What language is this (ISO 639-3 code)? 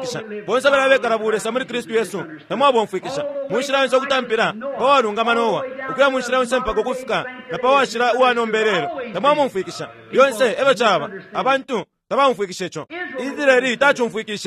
bem